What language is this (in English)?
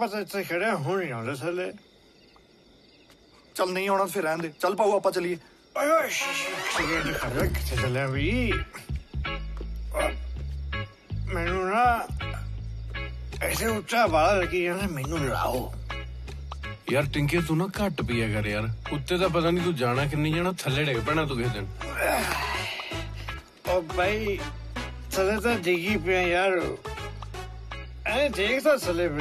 Punjabi